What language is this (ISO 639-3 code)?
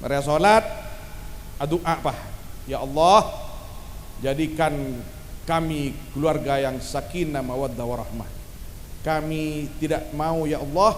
mad